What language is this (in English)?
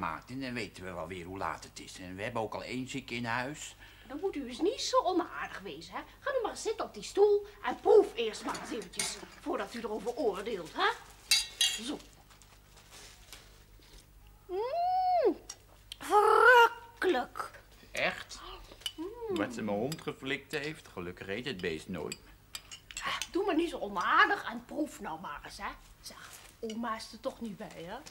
Dutch